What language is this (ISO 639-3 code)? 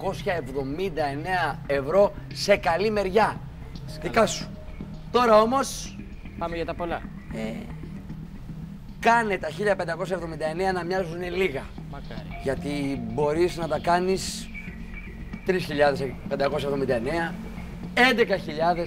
ell